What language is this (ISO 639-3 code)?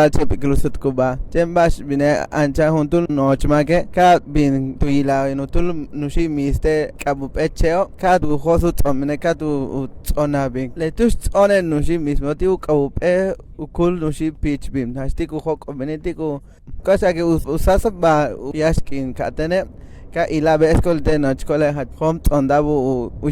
yua